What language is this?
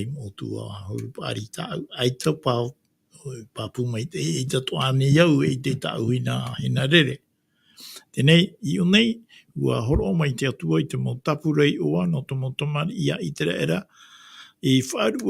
Tahitian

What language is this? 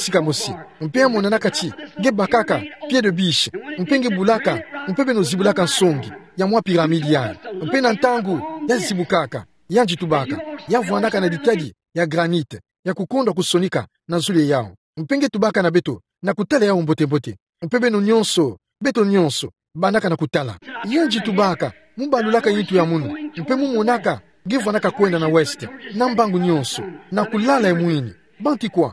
Kituba (Democratic Republic of Congo)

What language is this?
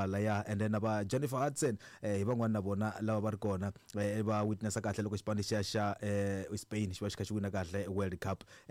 Tsonga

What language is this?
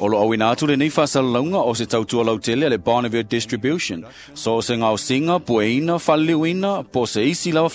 Samoan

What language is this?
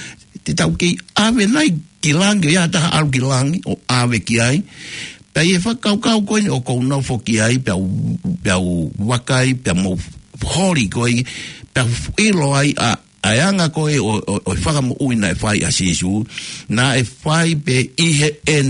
Tongan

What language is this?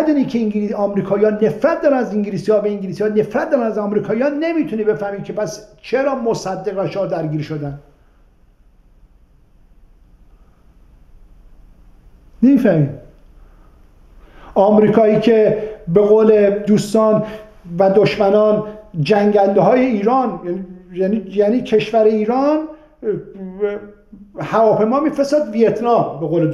Persian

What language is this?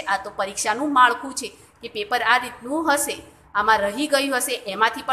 Gujarati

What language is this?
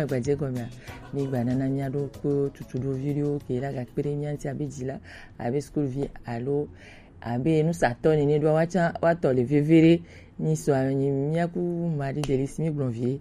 Gen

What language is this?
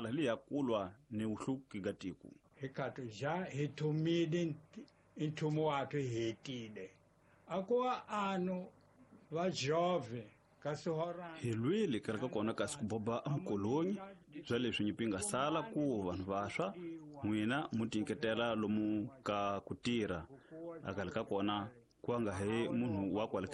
Tsonga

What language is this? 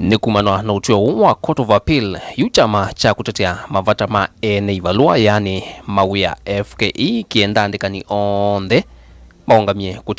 Kamba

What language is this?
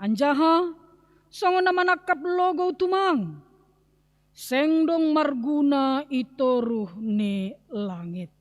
Batak Simalungun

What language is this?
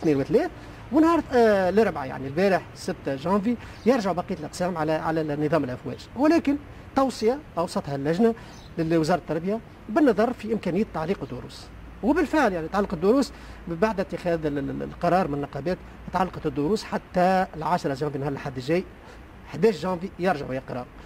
Tunisian Arabic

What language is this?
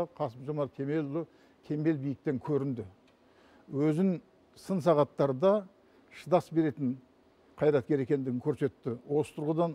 Kazakh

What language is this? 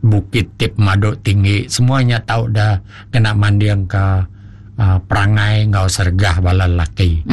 Iban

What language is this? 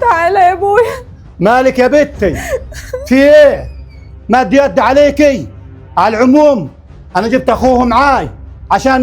Egyptian Arabic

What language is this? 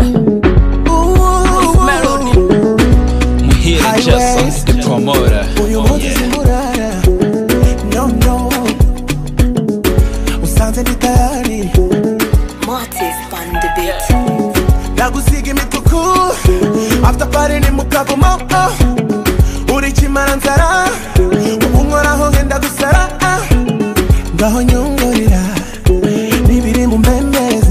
Kinyarwanda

